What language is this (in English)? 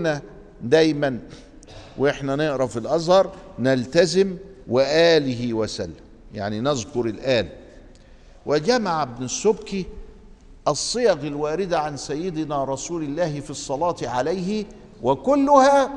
Egyptian Arabic